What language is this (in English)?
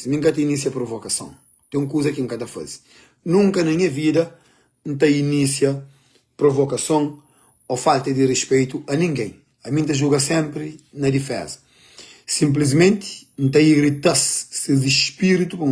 Kabuverdianu